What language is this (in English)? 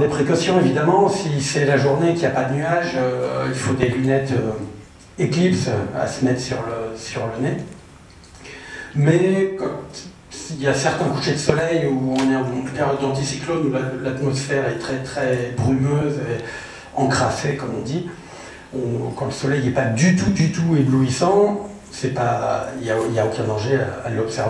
French